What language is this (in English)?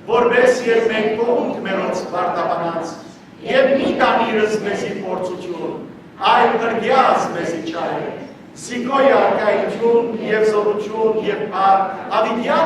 Western Armenian